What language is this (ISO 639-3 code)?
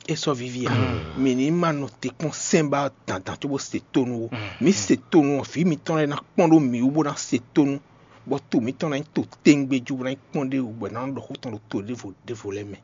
fon